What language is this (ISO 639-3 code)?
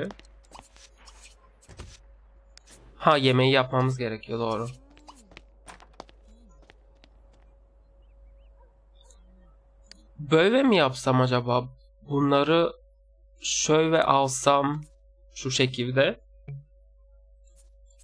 tur